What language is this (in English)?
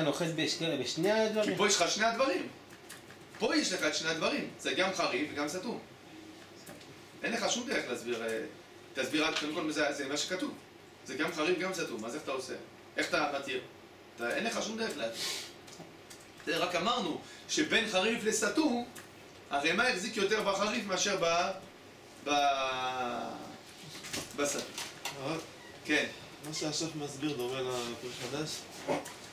Hebrew